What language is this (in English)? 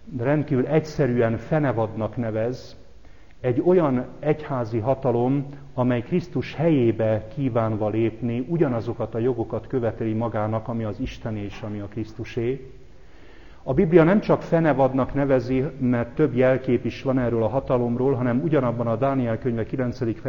Hungarian